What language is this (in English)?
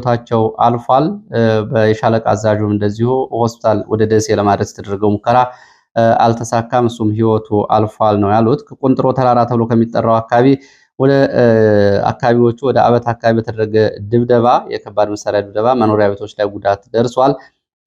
Amharic